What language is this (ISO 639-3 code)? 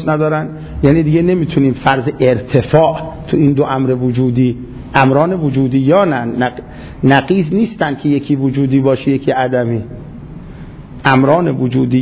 fas